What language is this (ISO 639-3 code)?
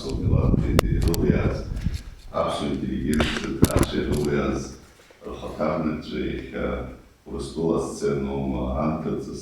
abk